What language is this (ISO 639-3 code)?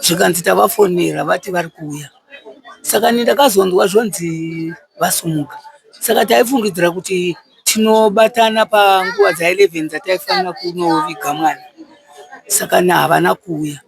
sna